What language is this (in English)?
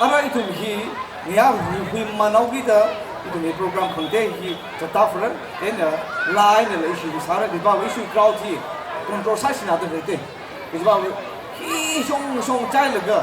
Tangkhul Naga (India)